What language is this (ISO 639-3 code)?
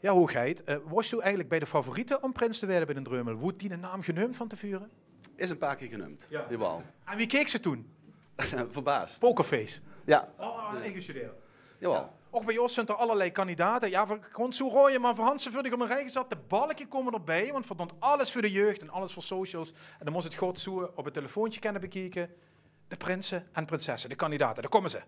lim